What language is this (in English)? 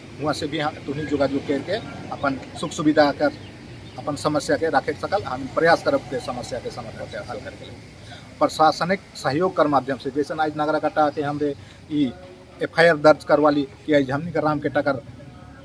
Sadri